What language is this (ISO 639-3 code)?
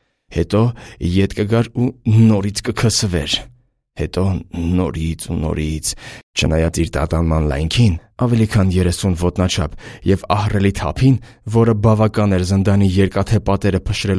hye